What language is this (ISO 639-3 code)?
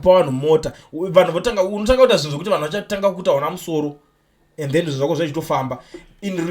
sna